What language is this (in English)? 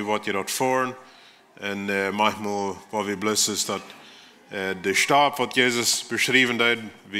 Plautdietsch